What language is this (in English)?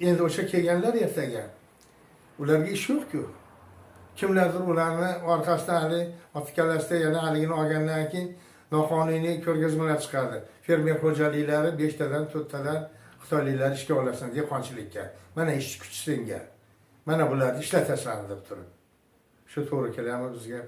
Uzbek